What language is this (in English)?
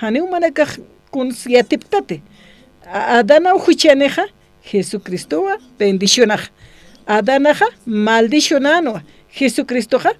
Aymara